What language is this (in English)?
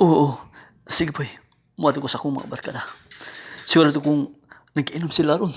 Cebuano